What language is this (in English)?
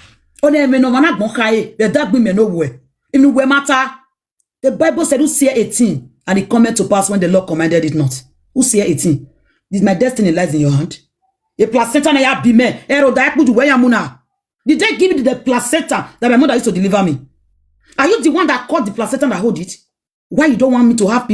Nigerian Pidgin